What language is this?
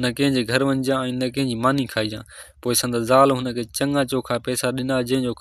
Sindhi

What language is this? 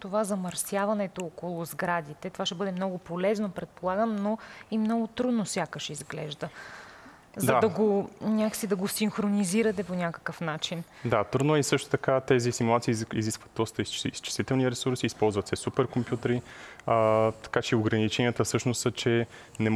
Bulgarian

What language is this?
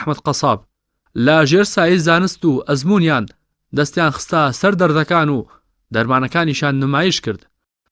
Central Kurdish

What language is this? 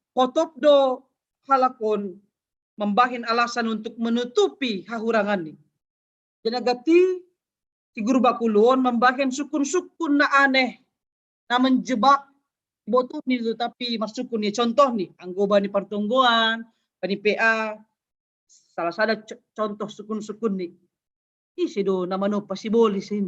Batak Simalungun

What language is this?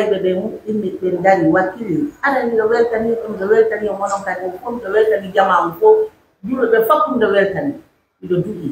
Pular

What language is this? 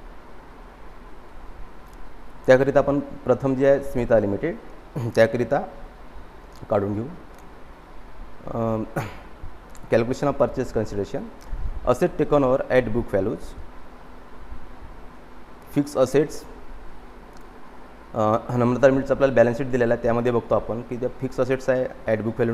Marathi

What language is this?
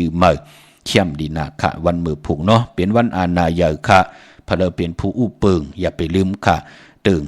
Shan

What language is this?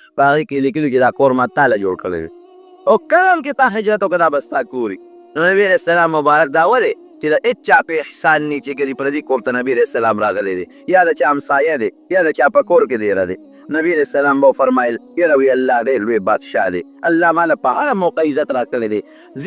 Pashto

